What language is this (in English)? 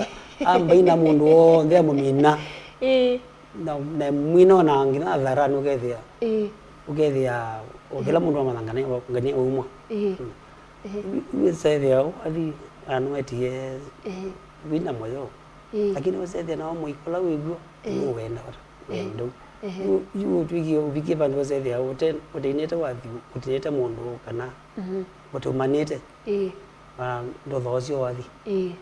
Kamba